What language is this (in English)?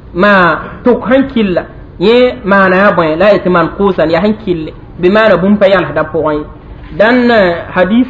Mossi